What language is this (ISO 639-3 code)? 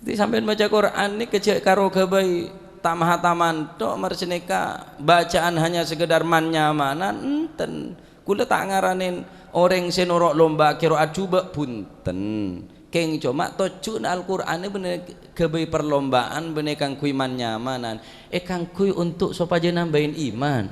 mad